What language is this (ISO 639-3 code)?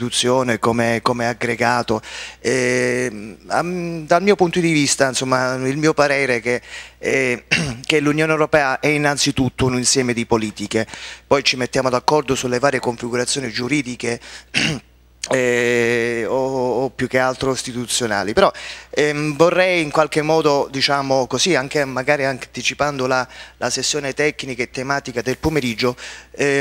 ita